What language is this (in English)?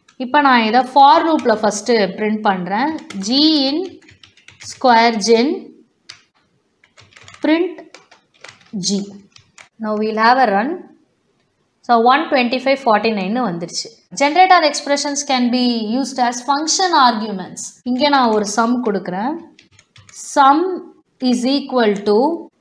Tamil